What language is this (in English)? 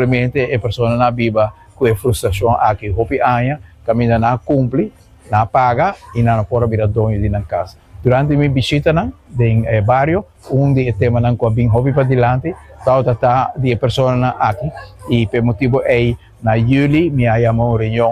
Papiamento